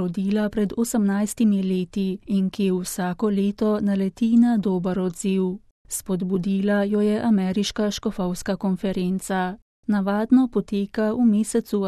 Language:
Slovenian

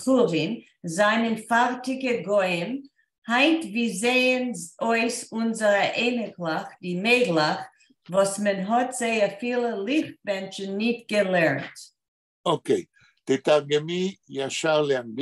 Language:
Yiddish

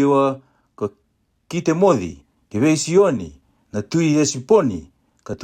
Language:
Fijian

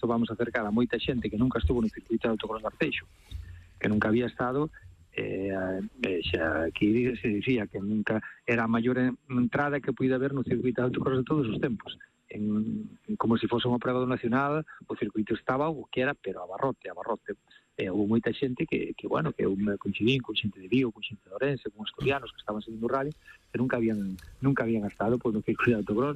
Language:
Galician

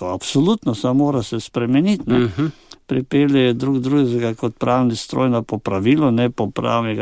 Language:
Slovenian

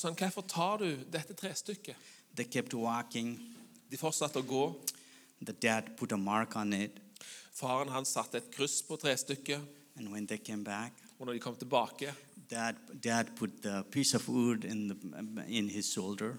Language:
Norwegian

